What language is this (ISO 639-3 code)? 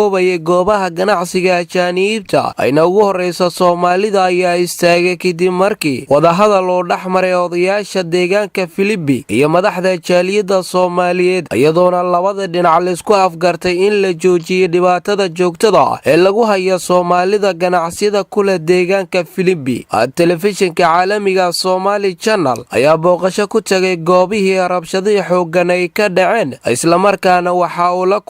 som